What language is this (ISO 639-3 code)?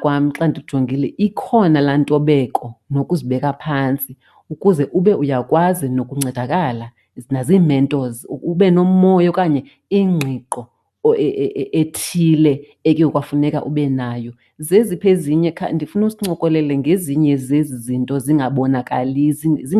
xho